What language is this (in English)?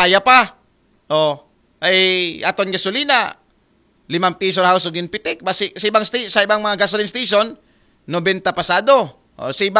Aklanon